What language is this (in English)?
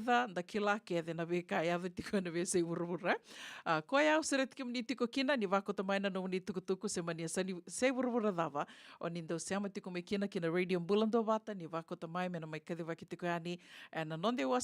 Fijian